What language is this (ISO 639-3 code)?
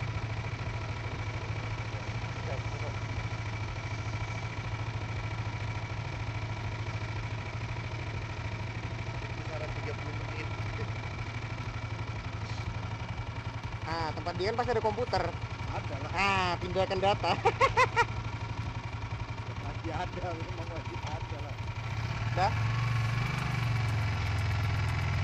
ind